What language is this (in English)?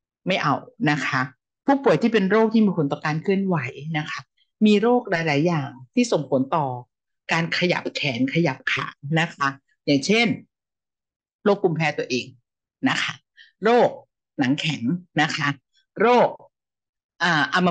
Thai